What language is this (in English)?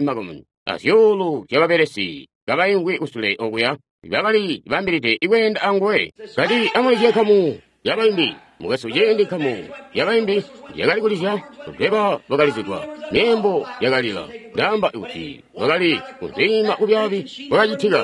Tonga (Zambia)